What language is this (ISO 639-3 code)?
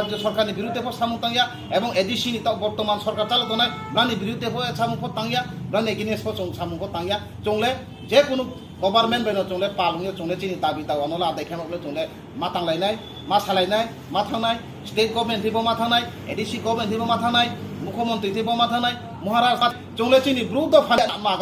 ria